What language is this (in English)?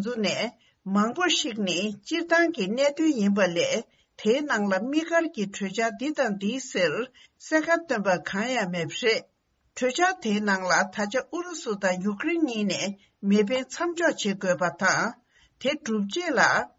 Tibetan